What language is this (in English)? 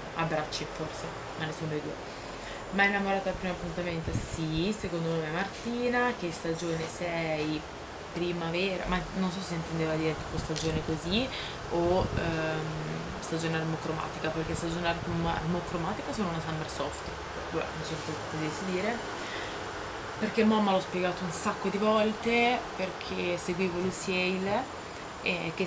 Italian